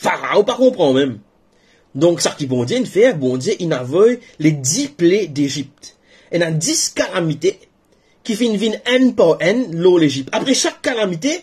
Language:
Morisyen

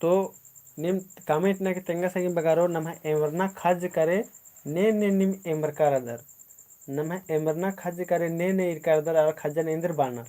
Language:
Kurukh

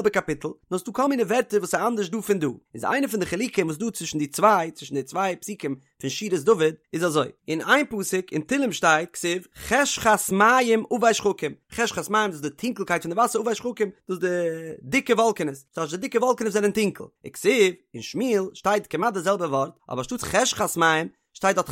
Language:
Yiddish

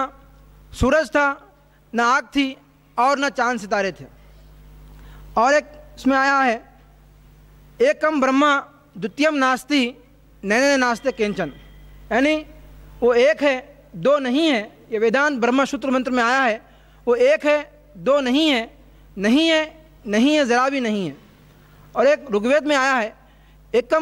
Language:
Hindi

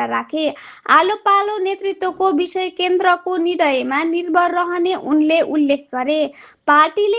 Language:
Nepali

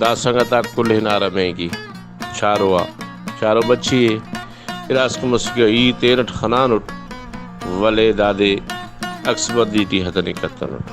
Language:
Brahui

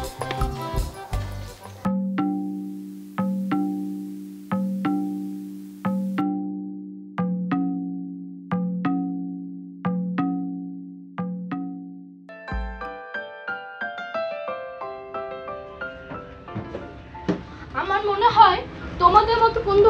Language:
Bangla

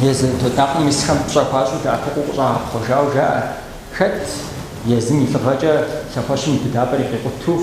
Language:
Kabardian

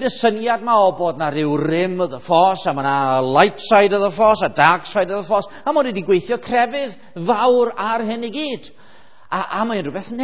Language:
Welsh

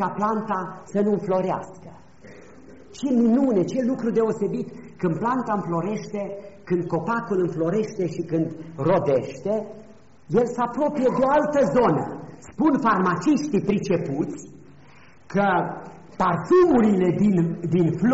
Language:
Romanian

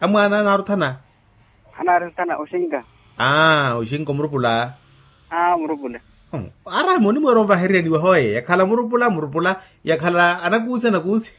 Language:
Makhuwa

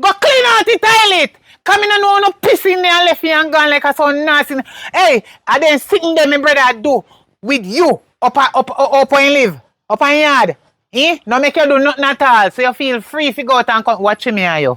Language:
Jamaican Creole English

